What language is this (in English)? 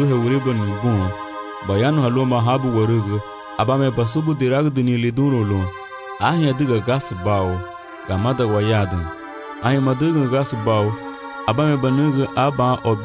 Garifuna